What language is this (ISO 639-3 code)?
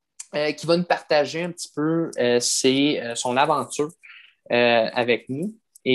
fra